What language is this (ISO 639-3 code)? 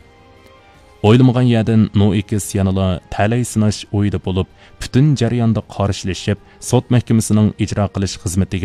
uig